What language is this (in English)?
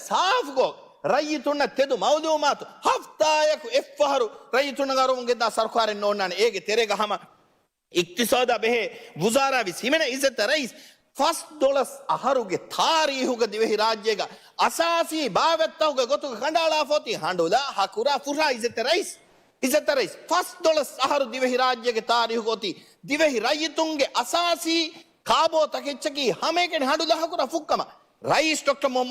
Divehi